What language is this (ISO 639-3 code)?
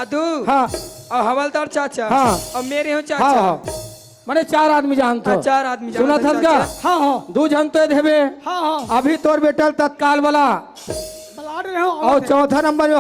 hne